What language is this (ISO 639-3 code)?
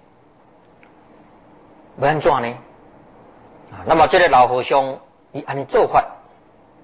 zho